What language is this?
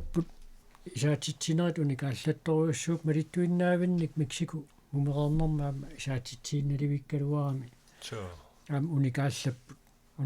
Kalaallisut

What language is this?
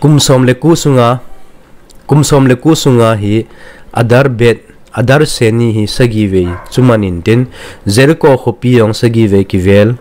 Thado Chin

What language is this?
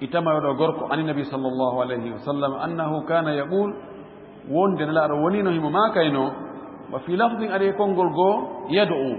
Fula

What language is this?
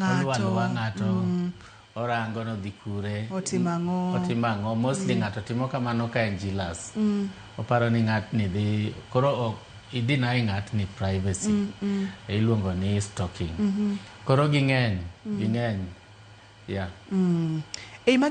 Luo (Kenya and Tanzania)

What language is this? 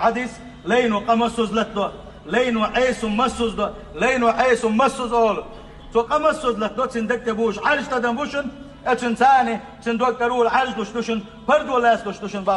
Chechen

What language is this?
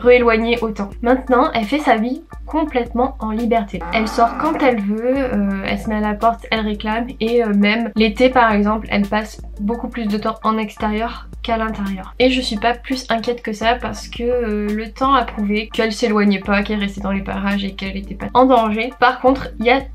French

